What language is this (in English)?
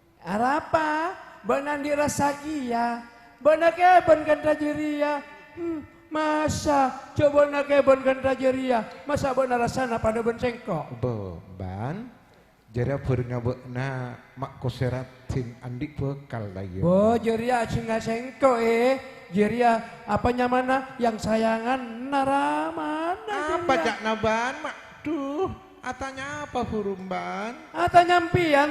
Madurese